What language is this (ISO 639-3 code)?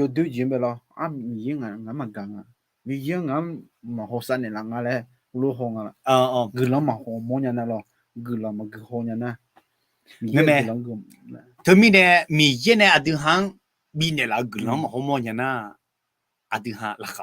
ahk